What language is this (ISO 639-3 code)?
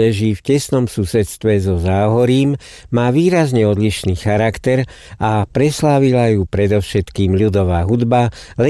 slk